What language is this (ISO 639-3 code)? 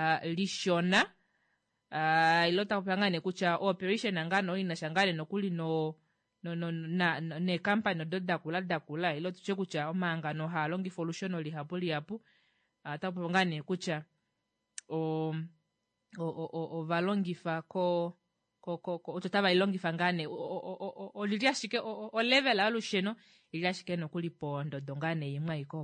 kua